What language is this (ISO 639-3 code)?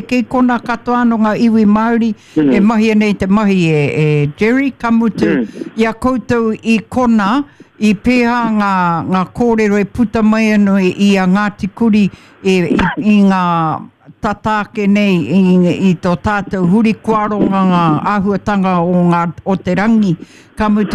mri